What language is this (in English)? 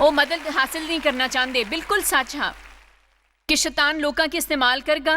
Dogri